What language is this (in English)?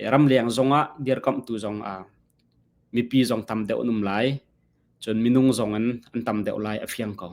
Hakha Chin